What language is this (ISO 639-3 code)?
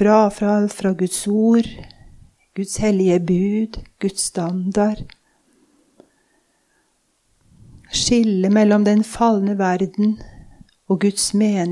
nor